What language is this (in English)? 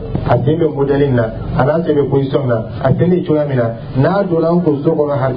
Dyula